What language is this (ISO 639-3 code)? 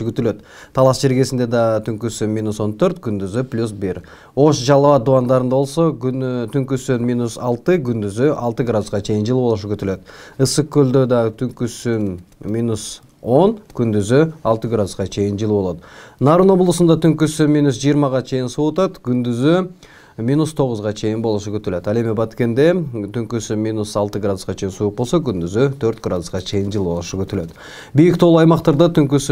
kir